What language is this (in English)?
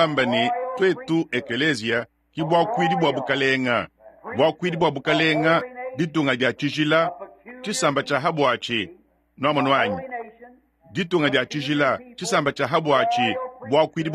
Luba-Lulua